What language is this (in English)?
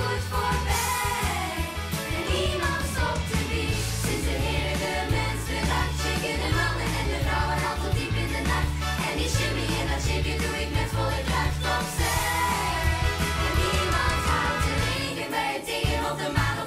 Dutch